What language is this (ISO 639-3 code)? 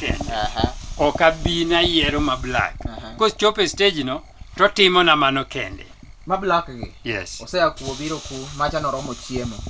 luo